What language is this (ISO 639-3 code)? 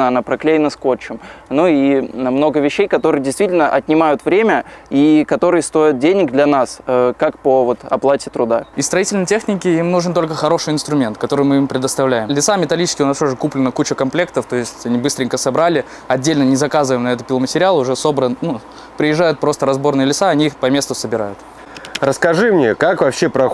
rus